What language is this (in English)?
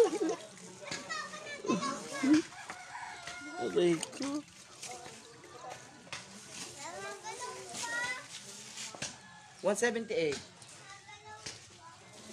Filipino